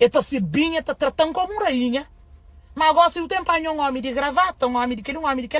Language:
Kabuverdianu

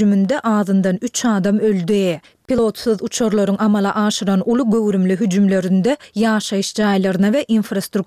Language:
Turkmen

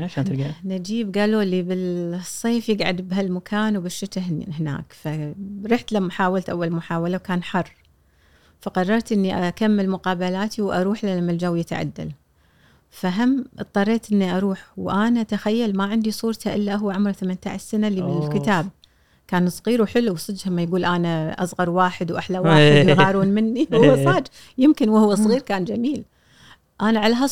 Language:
Gulf Arabic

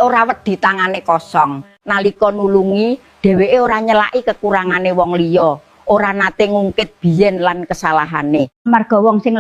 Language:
Javanese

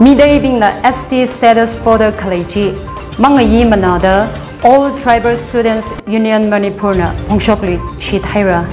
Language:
Tangkhul Naga (India)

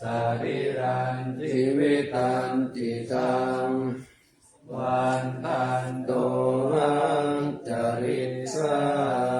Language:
Pali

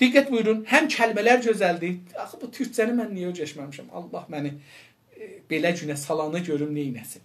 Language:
South Azerbaijani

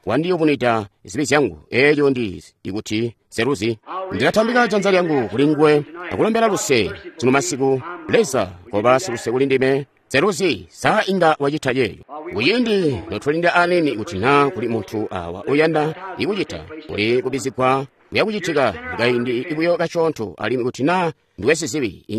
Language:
Tonga (Zambia)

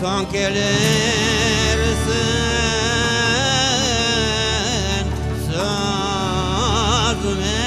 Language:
Crimean Tatar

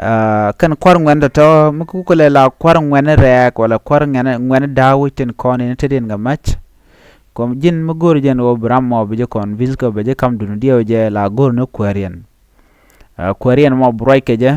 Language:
Nuer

